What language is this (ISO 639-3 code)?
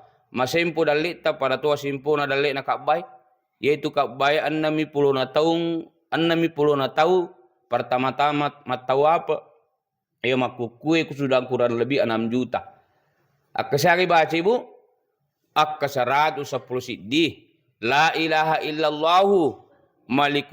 bug